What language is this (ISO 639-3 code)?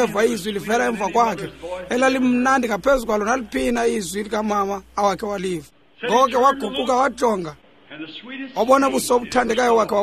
xho